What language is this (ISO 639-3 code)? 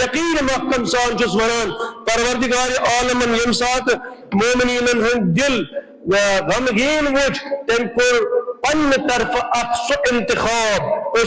kas